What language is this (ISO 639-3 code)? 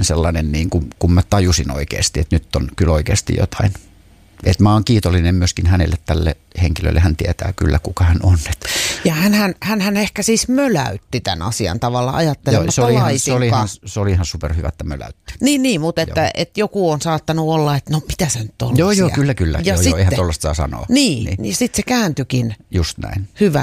fin